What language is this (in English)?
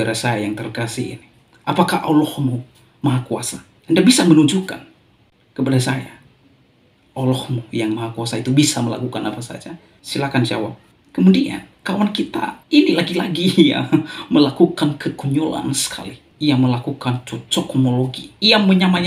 Indonesian